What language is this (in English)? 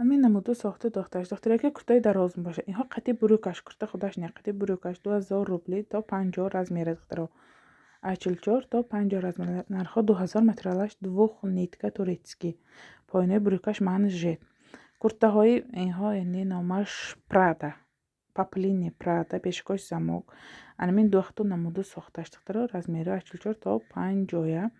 Tajik